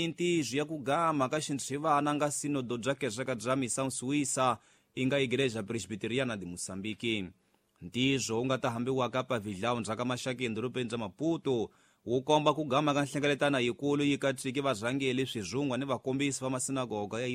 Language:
Tsonga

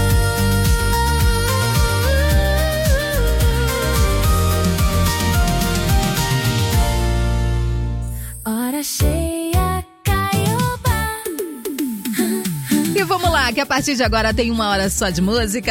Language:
Portuguese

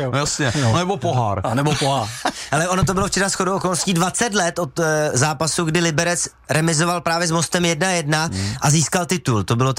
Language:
Czech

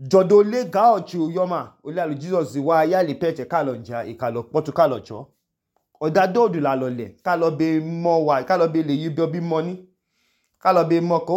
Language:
Idoma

